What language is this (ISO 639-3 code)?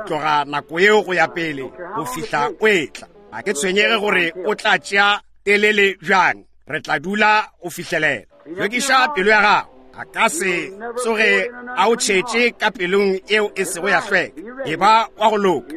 nso